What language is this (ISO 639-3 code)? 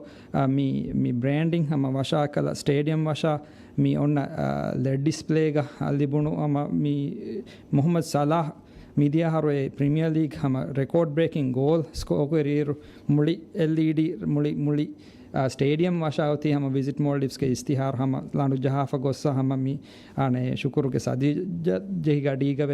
div